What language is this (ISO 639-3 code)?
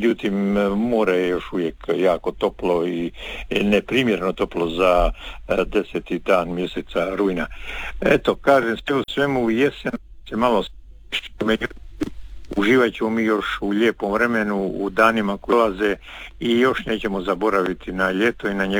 hrv